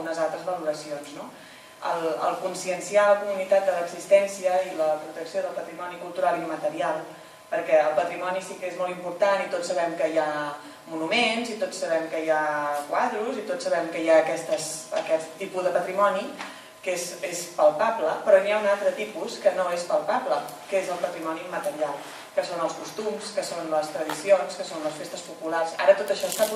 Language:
Catalan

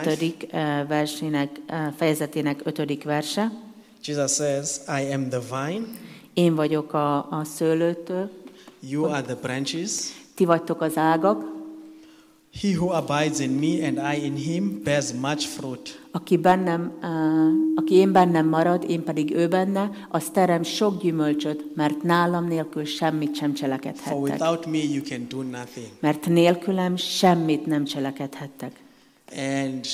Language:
Hungarian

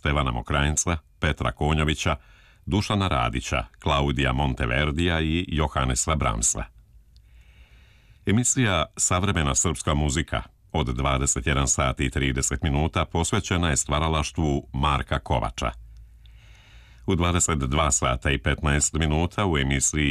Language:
Serbian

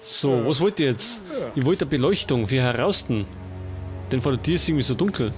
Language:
Bavarian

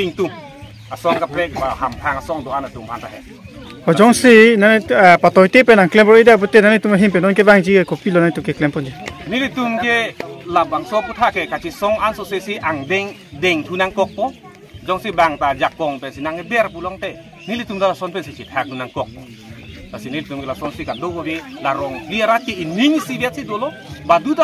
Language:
Karbi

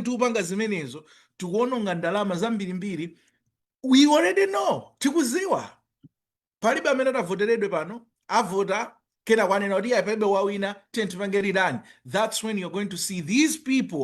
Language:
Nyanja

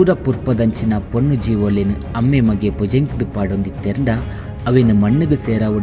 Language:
Tulu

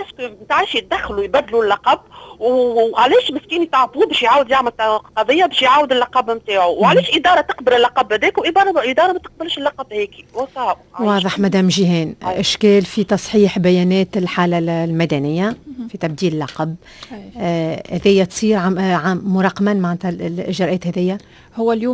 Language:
Tunisian Arabic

